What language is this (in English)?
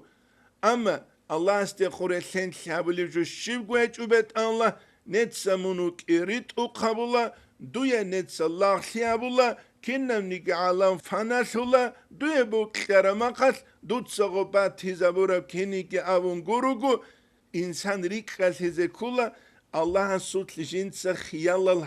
Avaric